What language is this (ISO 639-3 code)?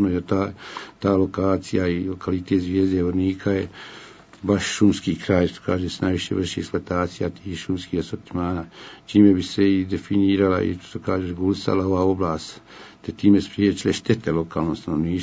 bos